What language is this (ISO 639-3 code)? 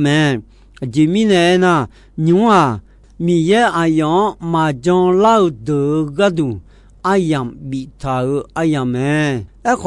ahk